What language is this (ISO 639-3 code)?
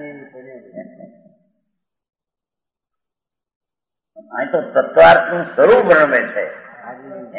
guj